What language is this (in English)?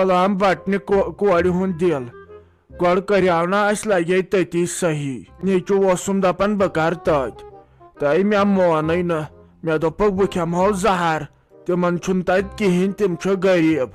Kashmiri